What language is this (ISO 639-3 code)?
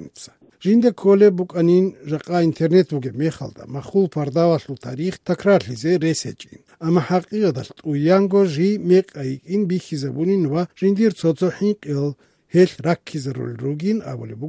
ava